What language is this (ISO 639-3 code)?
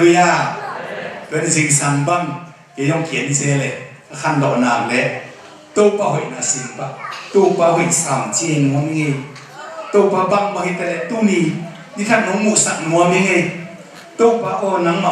ctd